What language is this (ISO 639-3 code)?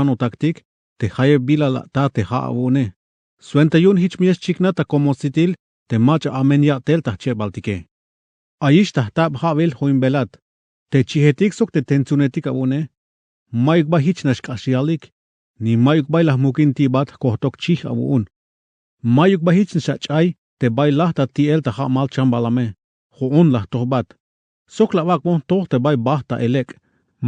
tzh